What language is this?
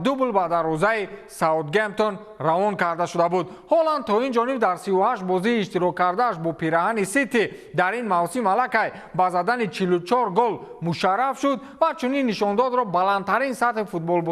Tajik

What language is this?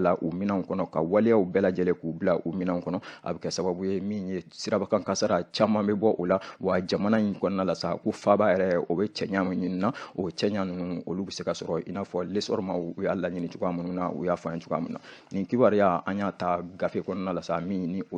Bambara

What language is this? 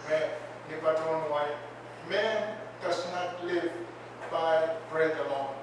Pohnpeian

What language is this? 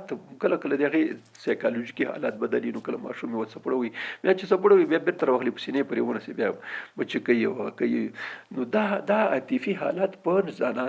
Pashto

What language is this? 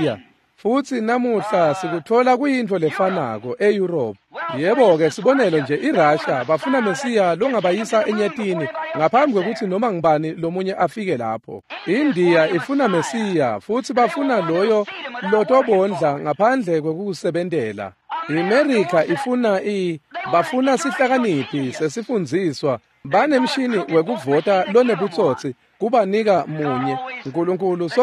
Swati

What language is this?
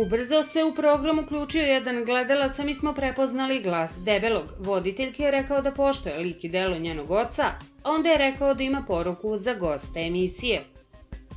Serbian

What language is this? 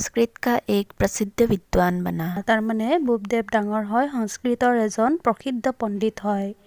Assamese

